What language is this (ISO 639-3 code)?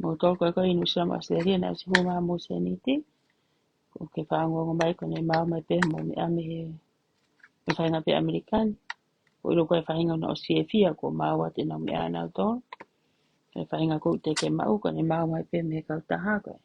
ton